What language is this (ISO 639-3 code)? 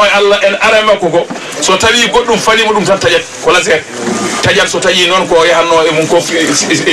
ful